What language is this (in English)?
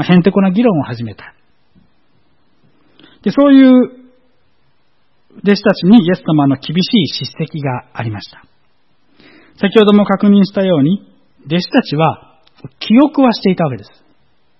Japanese